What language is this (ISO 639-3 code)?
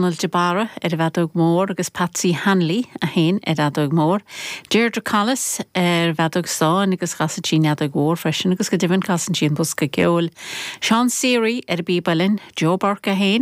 gle